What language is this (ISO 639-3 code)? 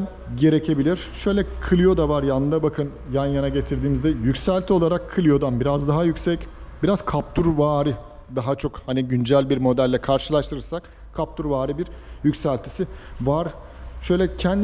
tur